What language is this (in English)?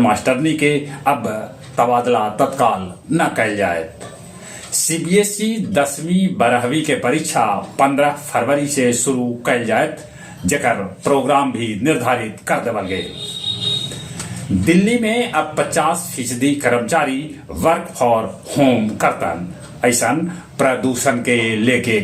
Magahi